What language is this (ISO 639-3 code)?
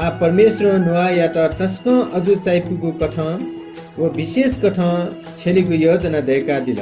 new